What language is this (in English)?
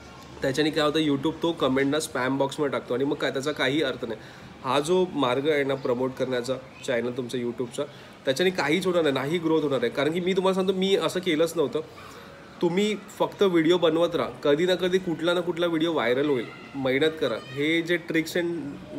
Marathi